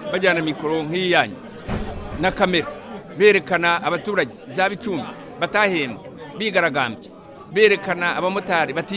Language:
Kinyarwanda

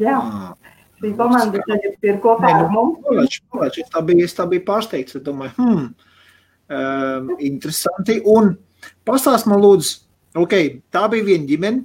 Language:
Latvian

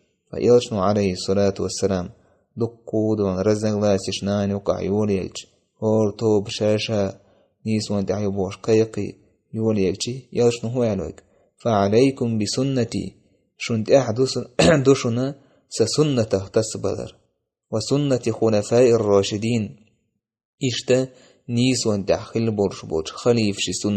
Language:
Chechen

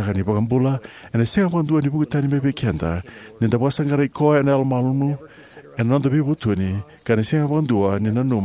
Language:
Fijian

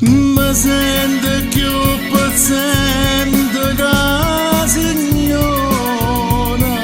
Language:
Neapolitan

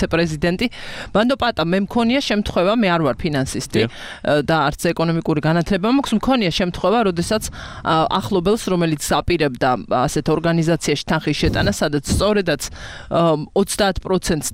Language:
Georgian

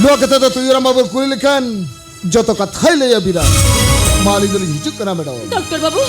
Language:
Santali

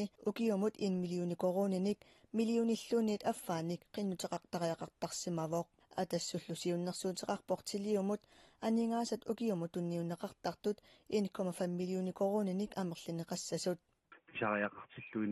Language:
Kalaallisut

